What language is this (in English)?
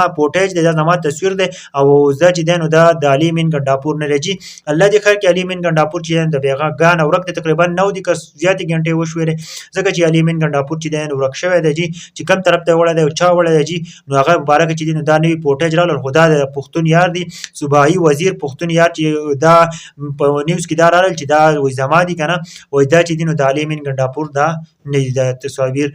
Pashto